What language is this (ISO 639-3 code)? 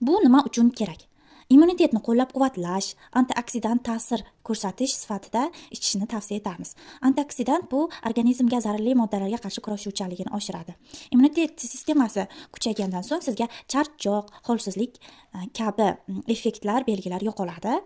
uzb